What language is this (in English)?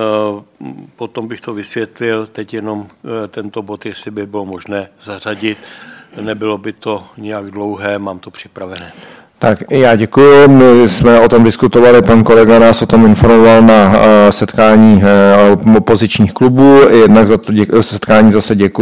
Czech